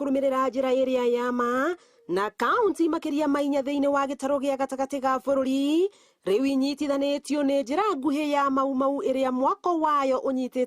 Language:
Kikuyu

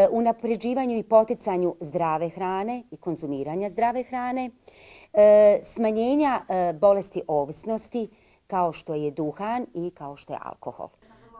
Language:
Bosnian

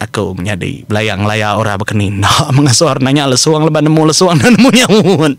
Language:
Iban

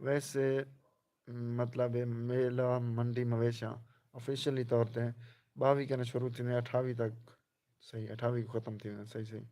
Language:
Saraiki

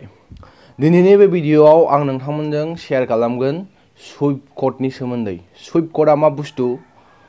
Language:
Bodo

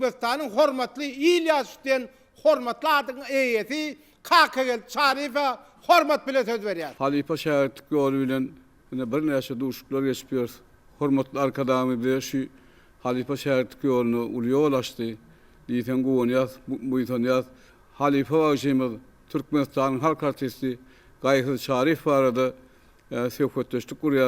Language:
Turkmen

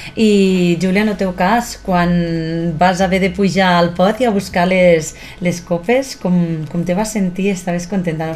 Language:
Catalan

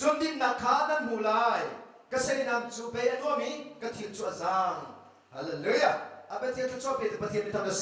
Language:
Hakha Chin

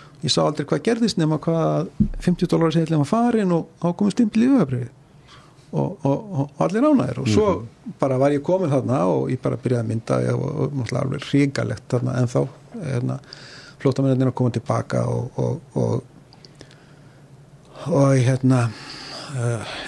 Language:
Icelandic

